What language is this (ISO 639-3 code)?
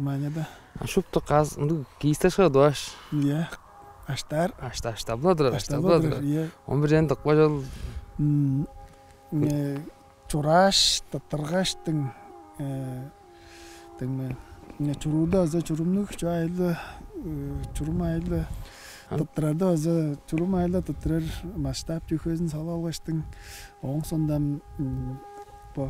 tyv